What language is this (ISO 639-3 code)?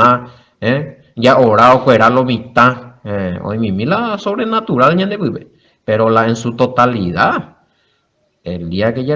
grn